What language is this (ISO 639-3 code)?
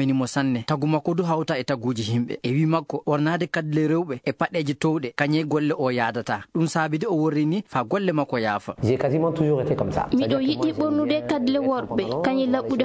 fuv